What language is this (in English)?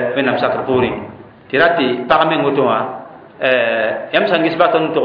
Mossi